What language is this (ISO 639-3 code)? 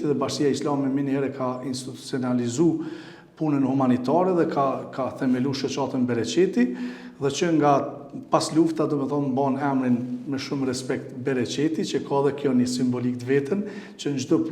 sqi